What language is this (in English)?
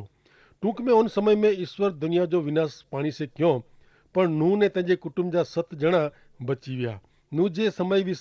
Kachhi